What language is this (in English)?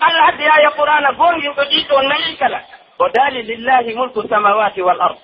Pular